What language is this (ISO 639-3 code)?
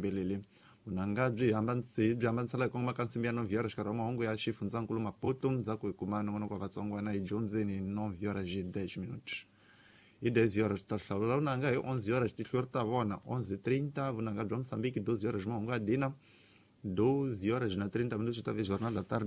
tso